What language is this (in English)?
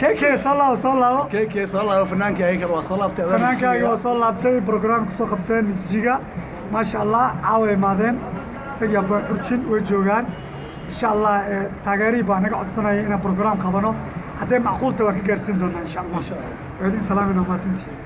Somali